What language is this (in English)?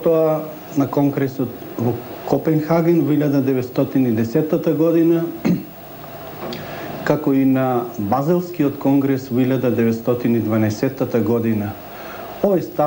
Macedonian